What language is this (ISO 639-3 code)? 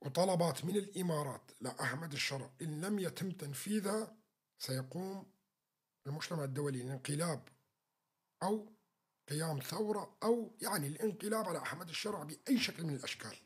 apc